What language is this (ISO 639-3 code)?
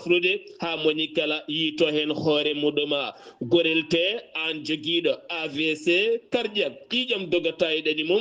ful